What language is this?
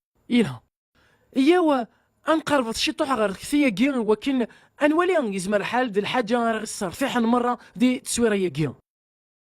Kabyle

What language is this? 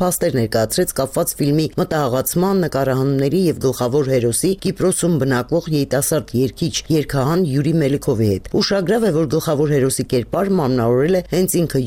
Armenian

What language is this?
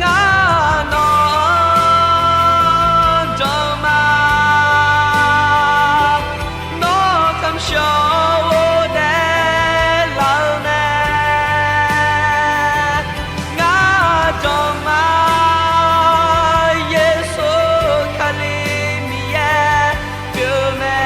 Akha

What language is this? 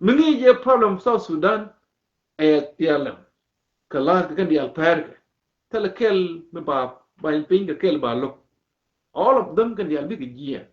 Nuer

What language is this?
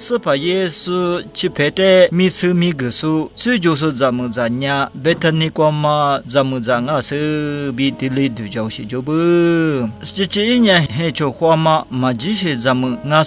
Lisu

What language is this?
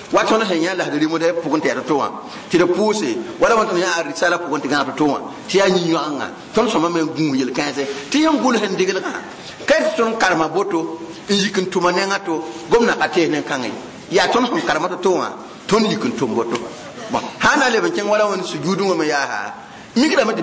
Mossi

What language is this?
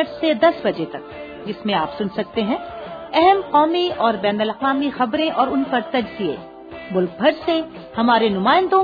Urdu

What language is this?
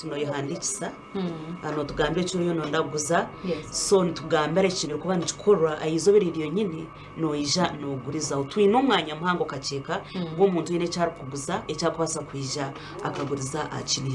Nyankole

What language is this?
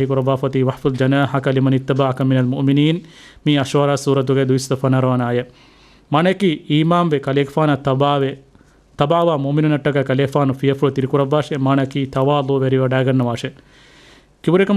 Divehi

